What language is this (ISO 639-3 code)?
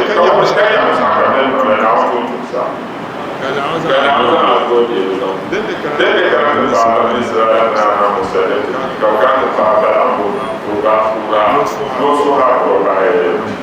dag